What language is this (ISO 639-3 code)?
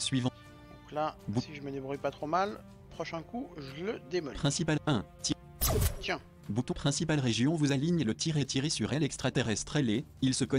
fra